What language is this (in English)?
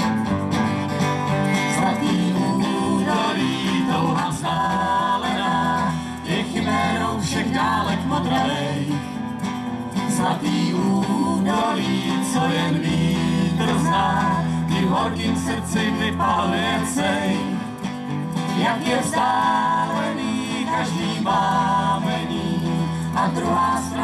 Czech